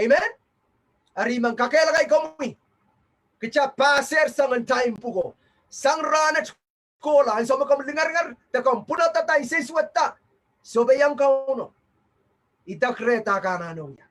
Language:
Pohnpeian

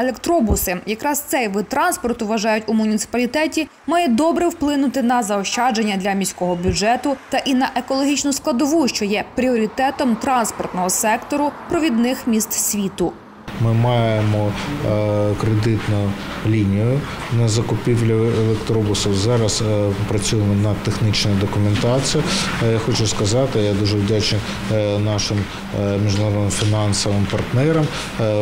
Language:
Ukrainian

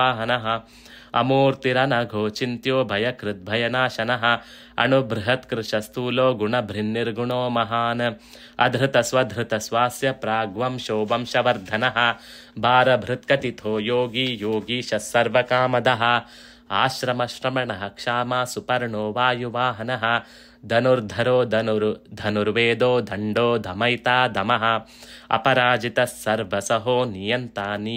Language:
Sanskrit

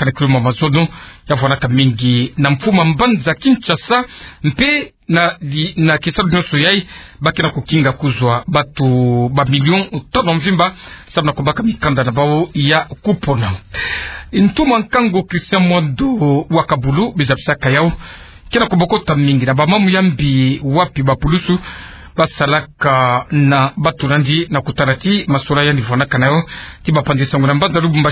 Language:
Kituba (Democratic Republic of Congo)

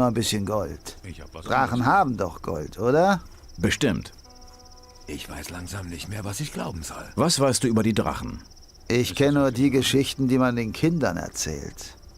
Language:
Bavarian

